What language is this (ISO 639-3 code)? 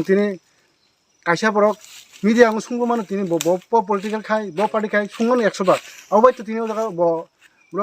trp